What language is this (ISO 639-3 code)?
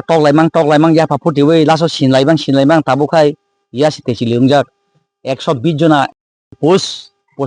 trp